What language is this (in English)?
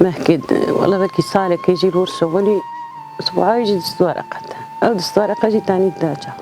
Kurdish